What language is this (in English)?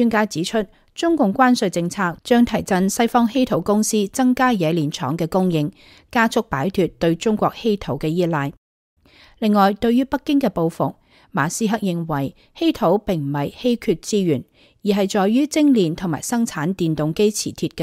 Cantonese